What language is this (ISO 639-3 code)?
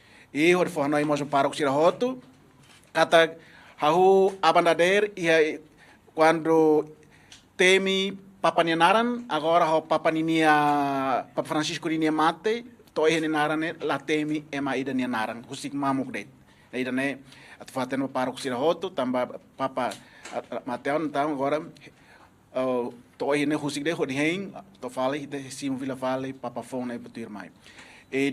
tet